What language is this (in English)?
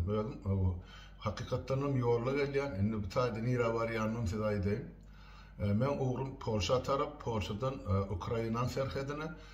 Turkmen